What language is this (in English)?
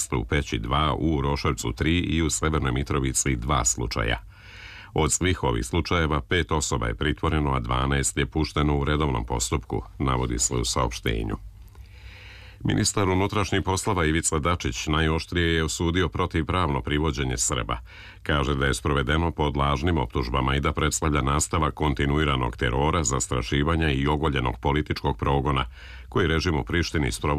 Serbian